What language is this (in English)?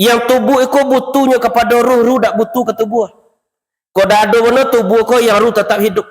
Minangkabau